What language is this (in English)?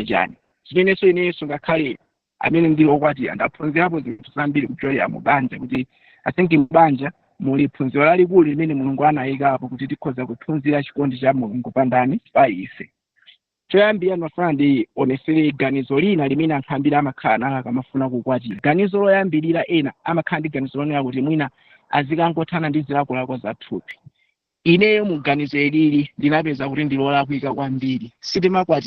Nyanja